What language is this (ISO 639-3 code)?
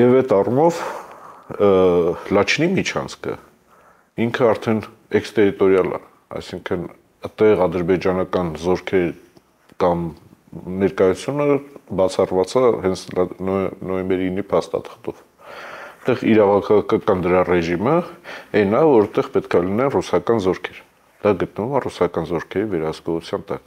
hye